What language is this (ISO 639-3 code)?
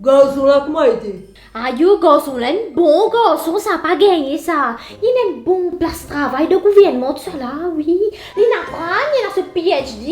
mfe